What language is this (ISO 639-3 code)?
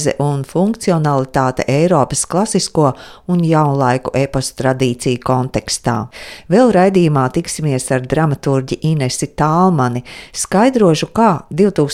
lav